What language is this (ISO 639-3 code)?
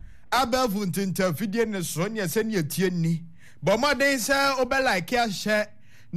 aka